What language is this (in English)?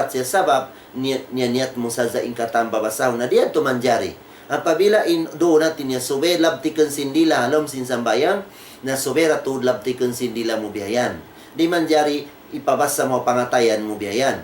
Tausug